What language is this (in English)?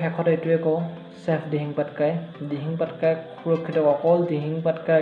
Assamese